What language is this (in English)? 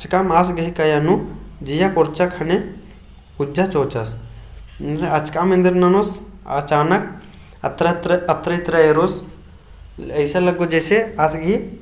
Kurukh